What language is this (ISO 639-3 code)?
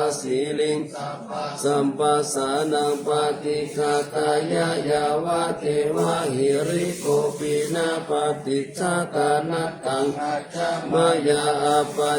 pli